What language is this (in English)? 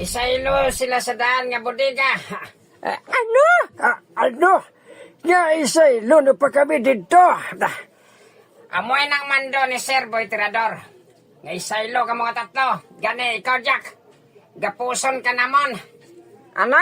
Hiligaynon